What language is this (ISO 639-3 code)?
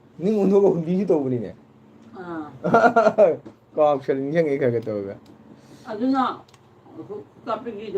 mni